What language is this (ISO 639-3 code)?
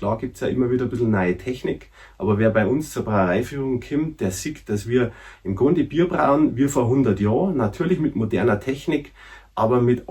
bar